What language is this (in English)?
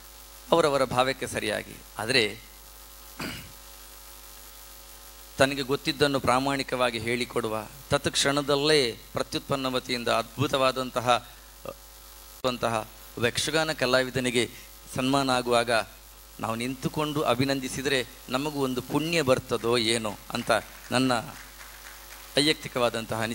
Kannada